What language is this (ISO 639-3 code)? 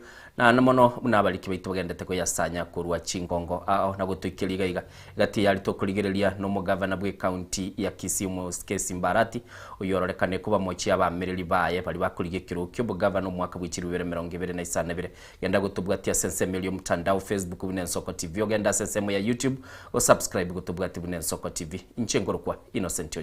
guz